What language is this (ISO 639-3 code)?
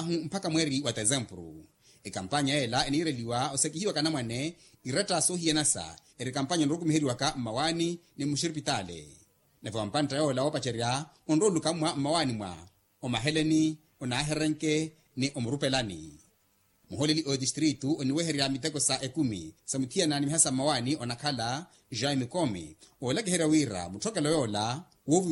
vmw